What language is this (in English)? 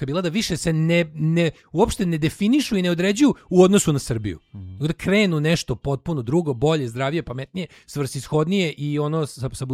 Serbian